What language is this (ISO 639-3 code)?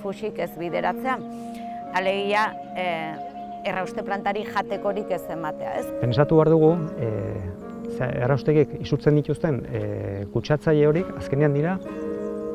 eus